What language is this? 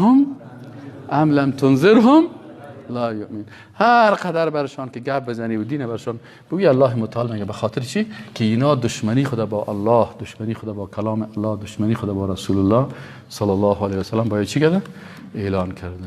Persian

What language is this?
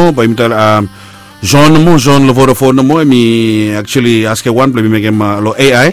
Bislama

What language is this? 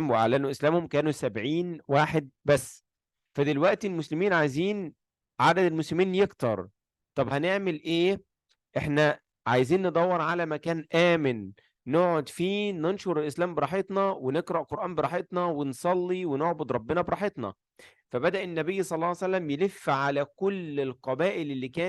Egyptian Arabic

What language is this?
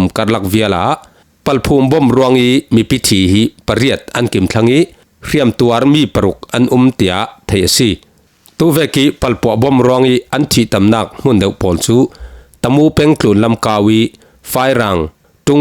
Falam Chin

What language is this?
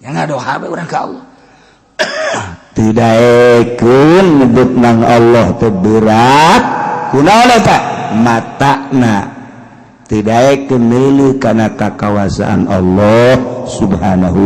Sundanese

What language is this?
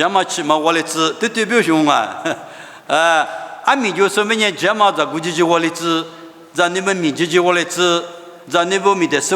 Lisu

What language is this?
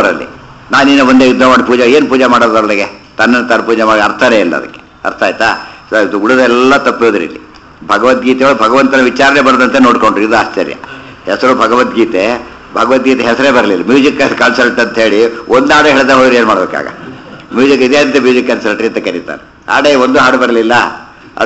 Kannada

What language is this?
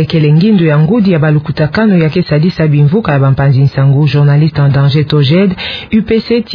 Kituba (Democratic Republic of Congo)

